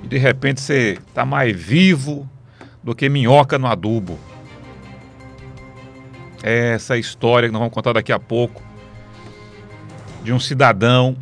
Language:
Portuguese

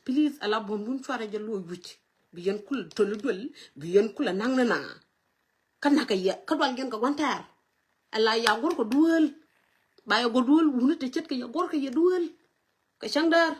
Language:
Nuer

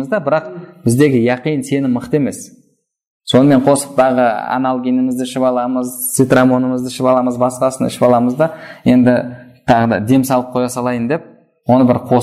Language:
Kazakh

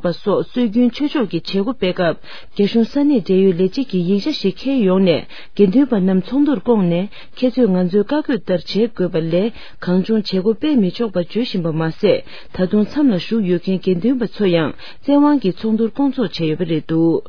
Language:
Tibetan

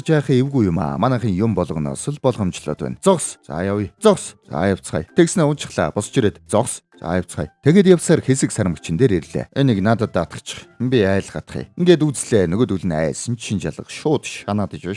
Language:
Mongolian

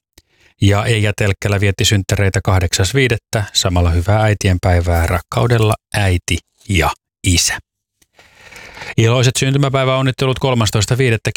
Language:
Finnish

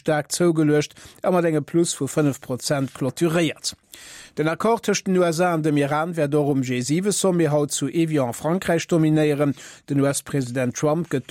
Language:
Luxembourgish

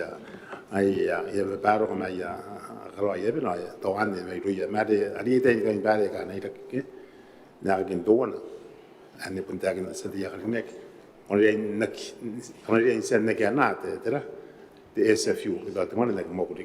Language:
Gilbertese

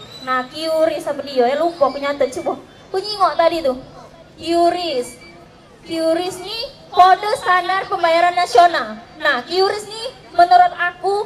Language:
Musi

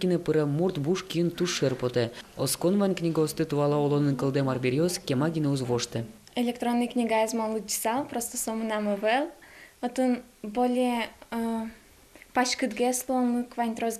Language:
Udmurt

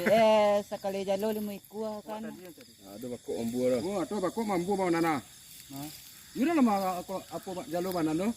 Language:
Minangkabau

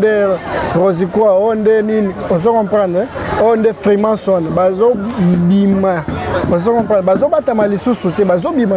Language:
Lingala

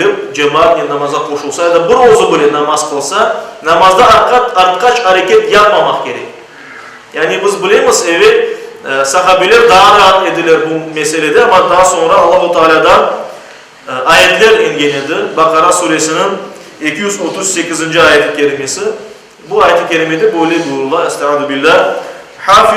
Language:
Crimean Tatar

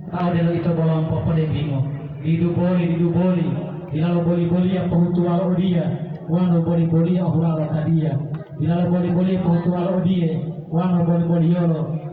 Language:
Gorontalo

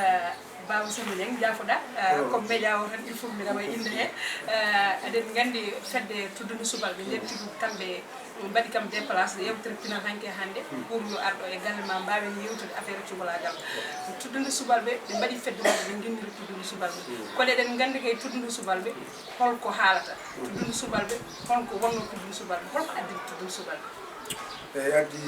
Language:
Fula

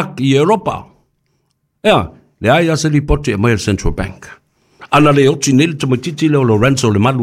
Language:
Samoan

